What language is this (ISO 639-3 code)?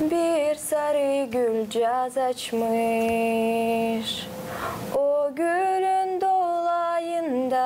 gag